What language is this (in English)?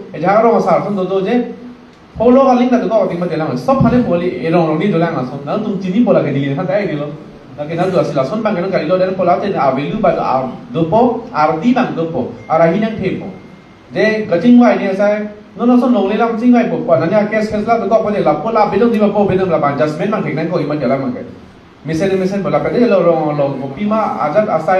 Karbi